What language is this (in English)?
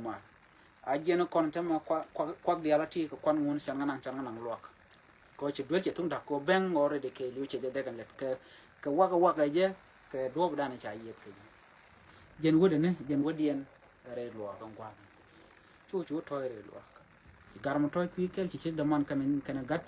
Nuer